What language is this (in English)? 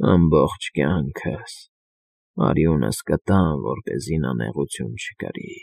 Armenian